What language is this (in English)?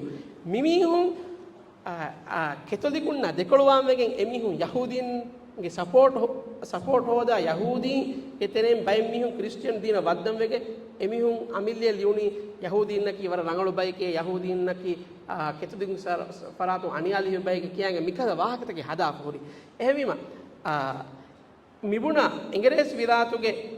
Divehi